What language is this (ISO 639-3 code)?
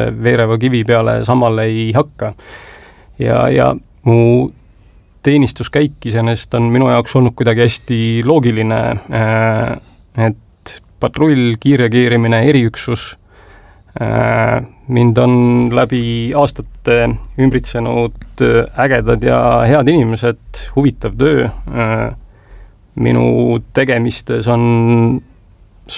est